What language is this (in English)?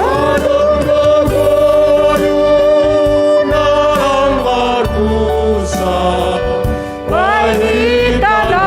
Batak Simalungun